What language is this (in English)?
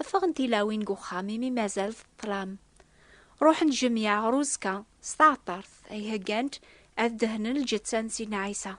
Kabyle